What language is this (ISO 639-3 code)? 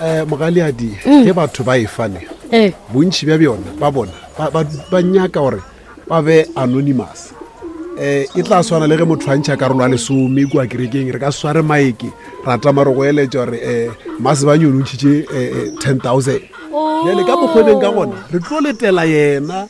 nso